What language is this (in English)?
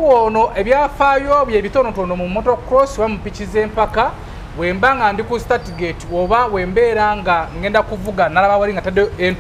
Ganda